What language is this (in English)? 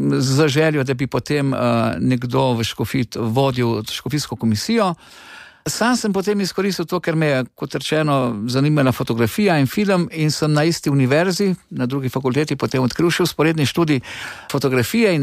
Slovenian